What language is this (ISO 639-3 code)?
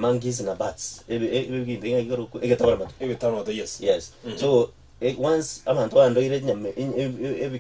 guz